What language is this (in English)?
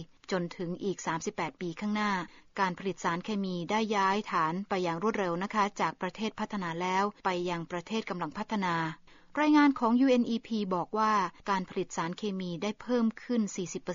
Thai